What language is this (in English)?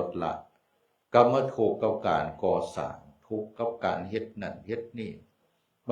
Northeastern Thai